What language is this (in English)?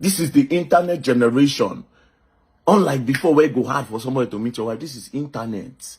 Nigerian Pidgin